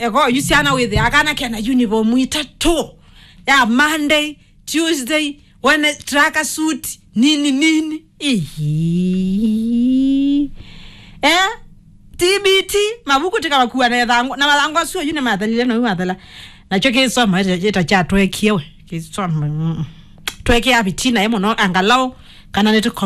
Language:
Kamba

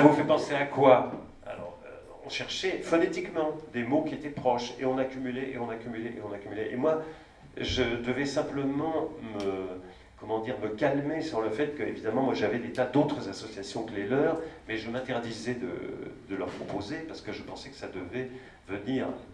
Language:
French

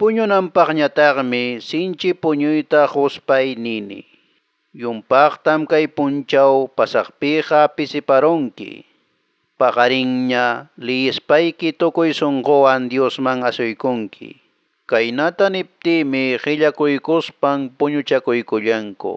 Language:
Quechua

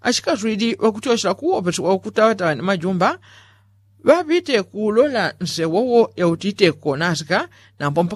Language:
Yao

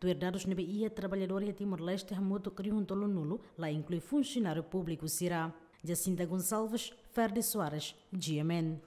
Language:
Tetum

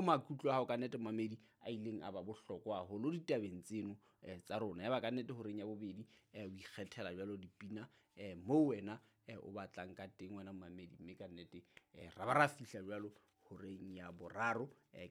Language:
Southern Sotho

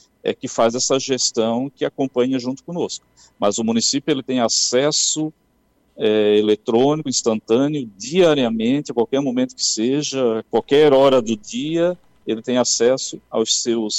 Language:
Portuguese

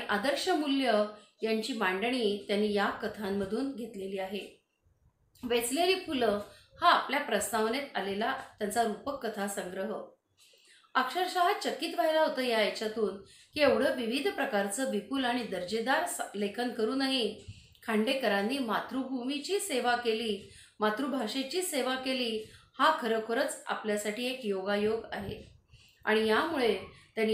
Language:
Marathi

